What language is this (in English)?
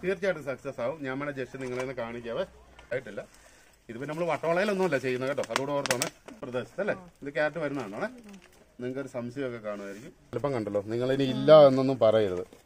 Malayalam